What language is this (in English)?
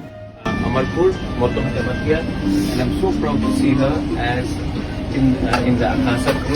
Kok Borok